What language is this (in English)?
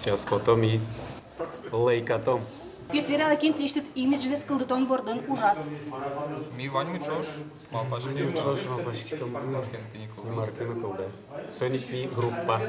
Udmurt